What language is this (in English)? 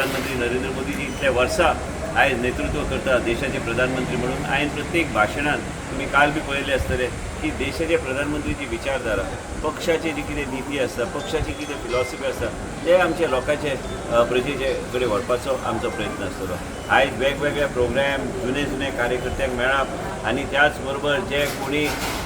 Konkani